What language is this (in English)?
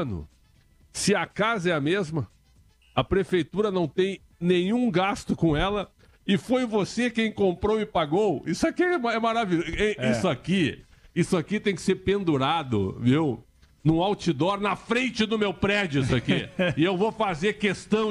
Portuguese